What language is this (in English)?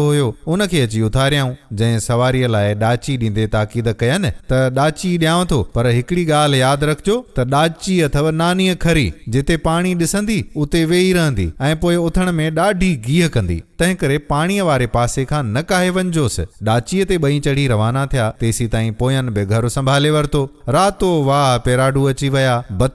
Sindhi